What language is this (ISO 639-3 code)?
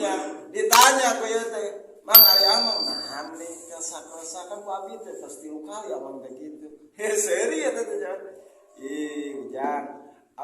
sun